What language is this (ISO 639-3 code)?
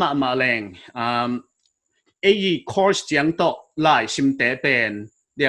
pck